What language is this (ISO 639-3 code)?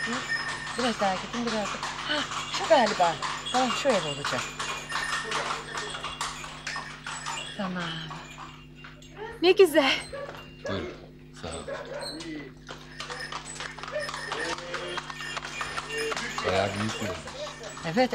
tur